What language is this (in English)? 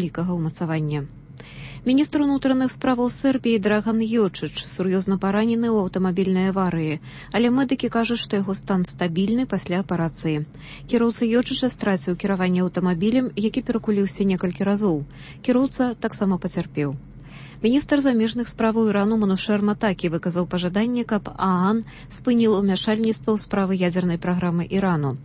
Belarusian